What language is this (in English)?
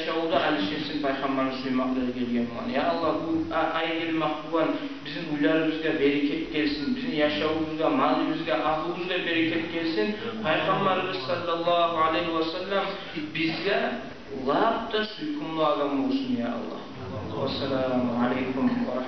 Kumyk